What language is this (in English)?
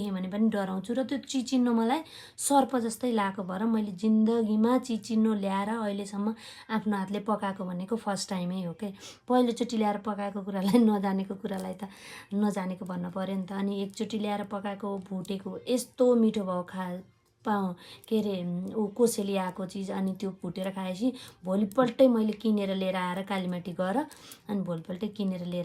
Nepali